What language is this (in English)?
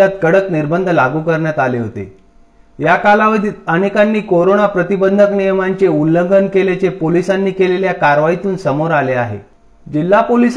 Marathi